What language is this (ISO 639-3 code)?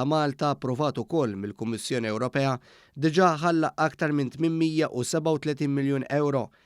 mlt